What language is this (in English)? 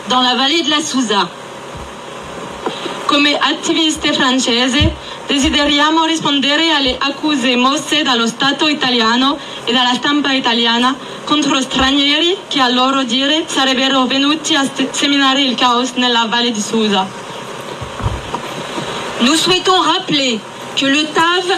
Italian